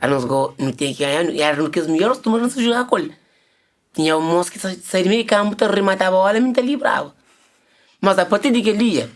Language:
Kabuverdianu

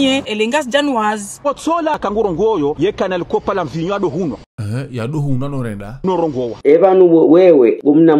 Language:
Ngazidja Comorian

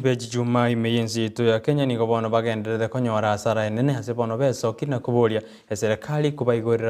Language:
Gusii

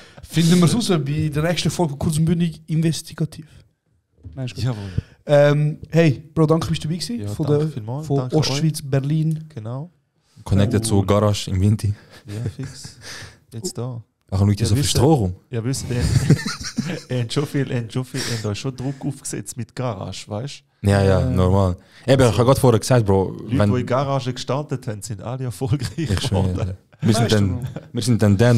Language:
Swiss German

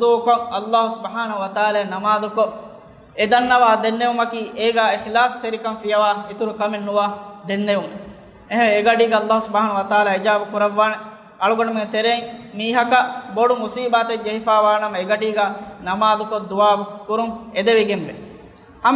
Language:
Divehi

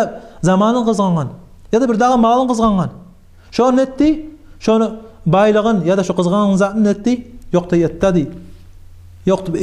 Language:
Kumyk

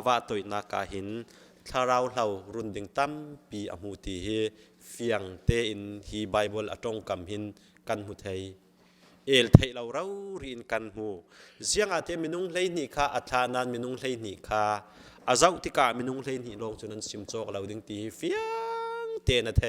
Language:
Falam Chin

